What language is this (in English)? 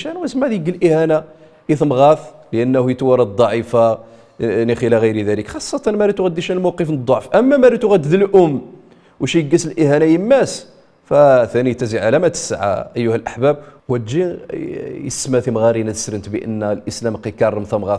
Riffian